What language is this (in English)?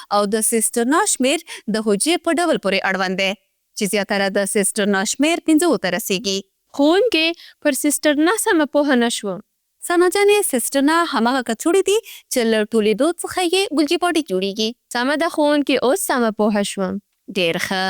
Pashto